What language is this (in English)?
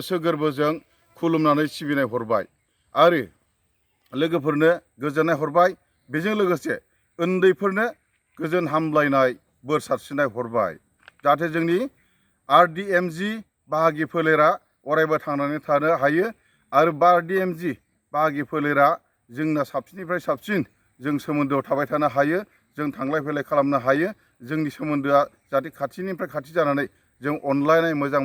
Bodo